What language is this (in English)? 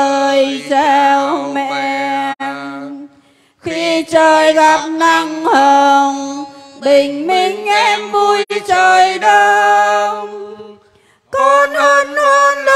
Vietnamese